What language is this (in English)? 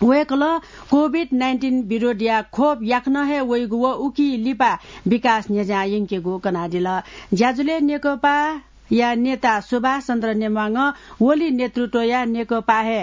Newari